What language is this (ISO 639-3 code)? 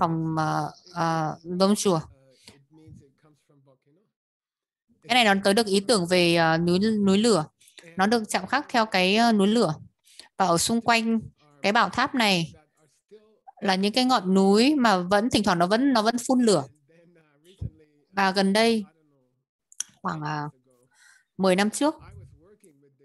vie